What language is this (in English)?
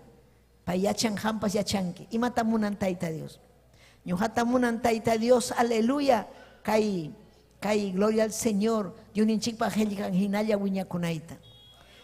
Ayacucho Quechua